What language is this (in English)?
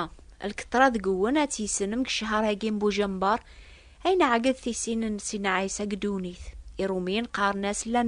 Kabyle